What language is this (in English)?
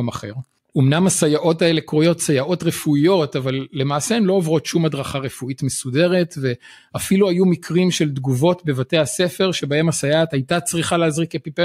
Hebrew